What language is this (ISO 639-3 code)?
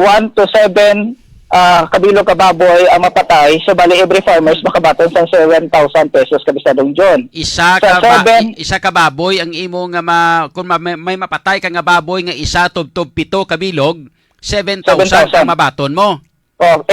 hil